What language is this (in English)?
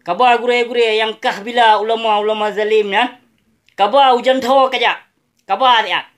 Achinese